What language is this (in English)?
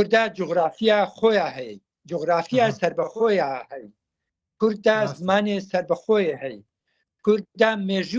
Kurdish